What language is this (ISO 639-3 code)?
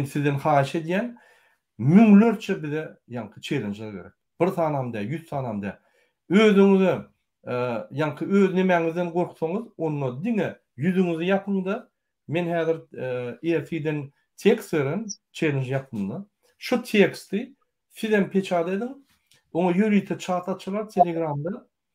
tuk